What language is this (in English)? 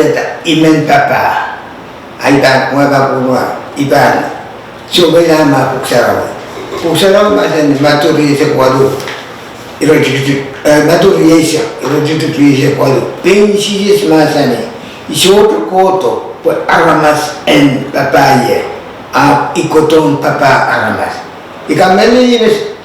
Pohnpeian